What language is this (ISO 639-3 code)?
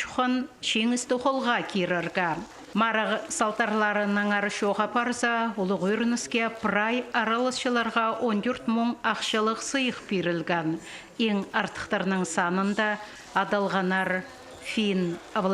kjh